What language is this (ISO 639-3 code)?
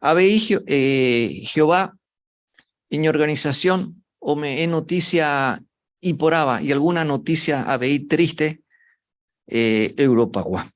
grn